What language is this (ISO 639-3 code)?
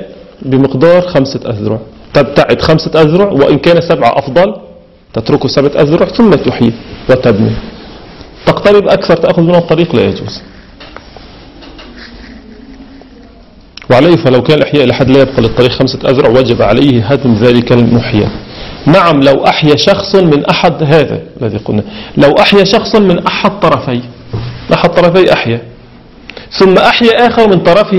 ara